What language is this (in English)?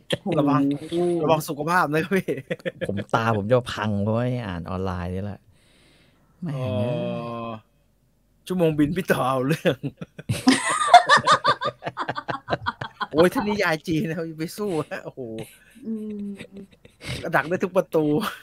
Thai